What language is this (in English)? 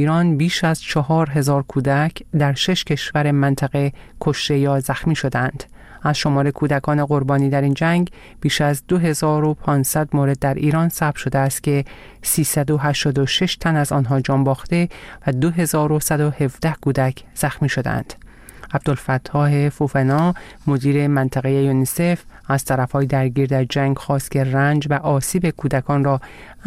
Persian